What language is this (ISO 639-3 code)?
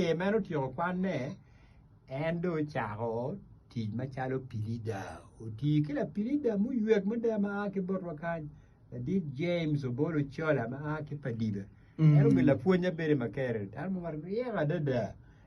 ach